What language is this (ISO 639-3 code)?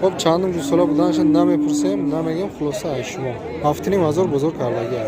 tgk